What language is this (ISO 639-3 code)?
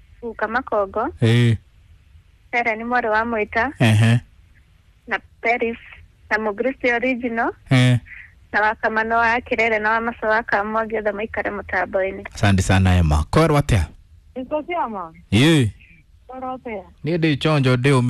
kik